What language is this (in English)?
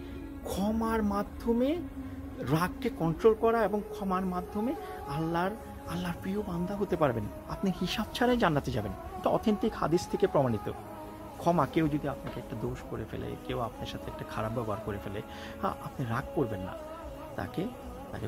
Bangla